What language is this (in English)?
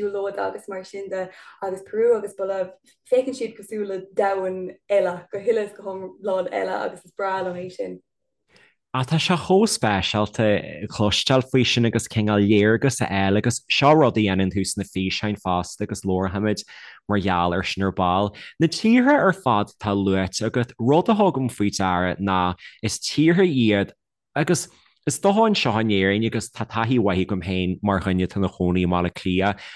Irish